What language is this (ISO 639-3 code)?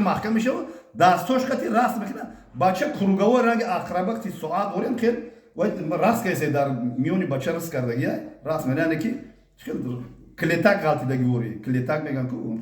tgk